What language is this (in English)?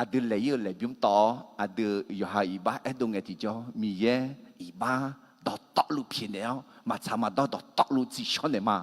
Akha